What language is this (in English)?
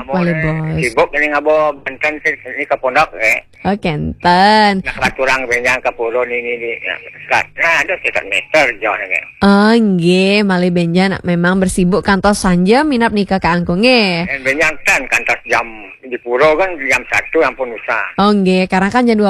Balinese